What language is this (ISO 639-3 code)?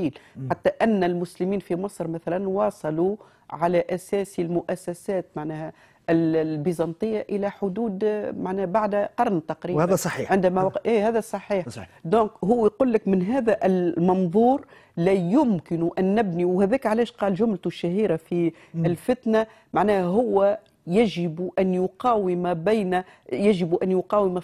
aeb